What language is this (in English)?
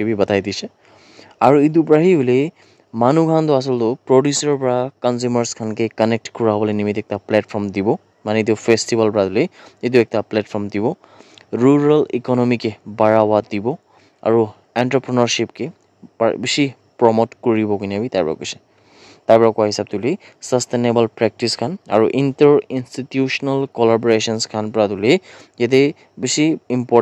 Naga Pidgin